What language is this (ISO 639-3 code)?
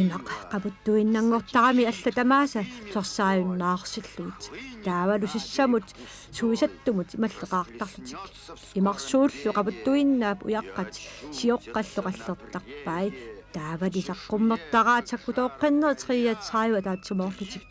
kal